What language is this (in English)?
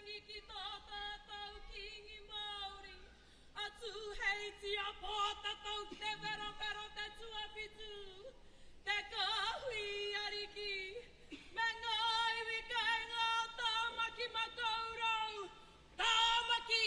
Māori